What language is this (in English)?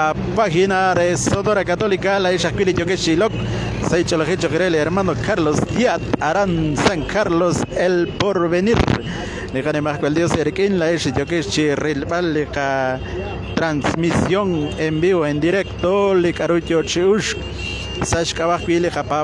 Kekchí